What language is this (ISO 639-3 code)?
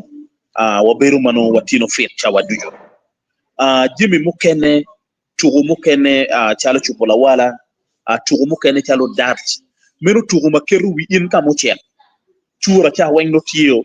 ach